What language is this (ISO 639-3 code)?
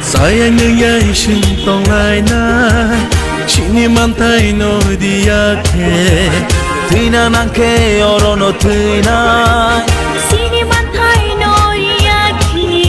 trp